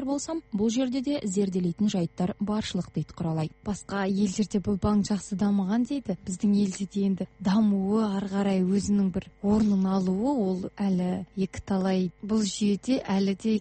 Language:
Kazakh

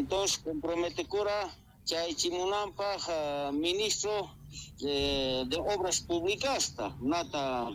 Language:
South Bolivian Quechua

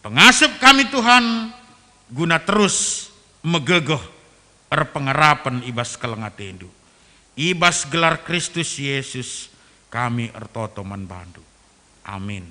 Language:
Batak Karo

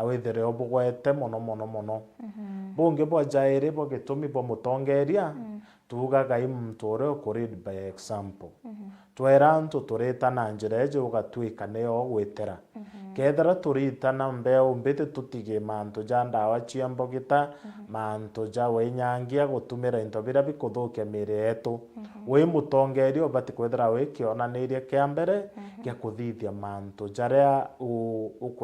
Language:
Meru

